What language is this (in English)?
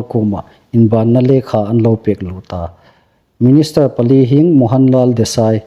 Hmar